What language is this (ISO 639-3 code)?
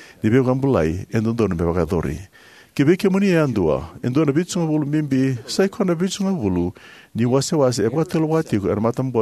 fij